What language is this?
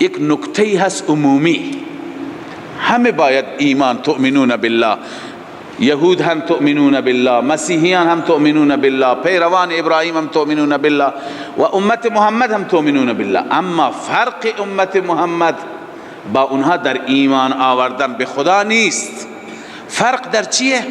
Persian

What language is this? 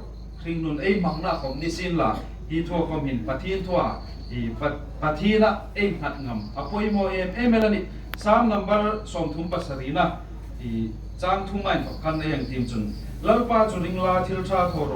Hmar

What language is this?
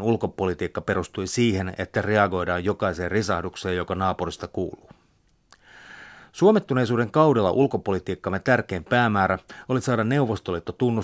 Finnish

